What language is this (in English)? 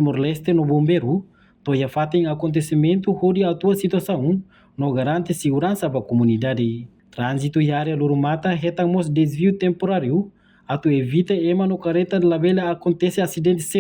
Tetum